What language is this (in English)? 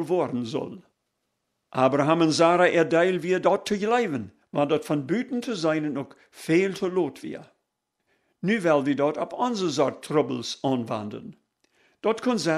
Plautdietsch